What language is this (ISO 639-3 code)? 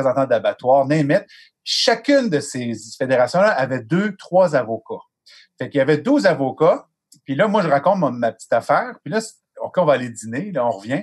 fra